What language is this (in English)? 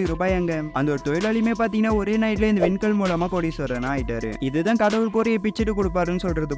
Tamil